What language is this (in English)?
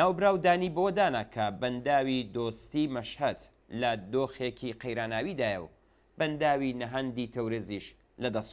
Central Kurdish